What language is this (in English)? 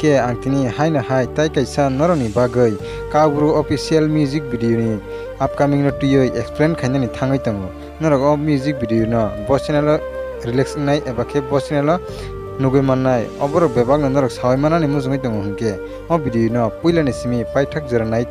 Kok Borok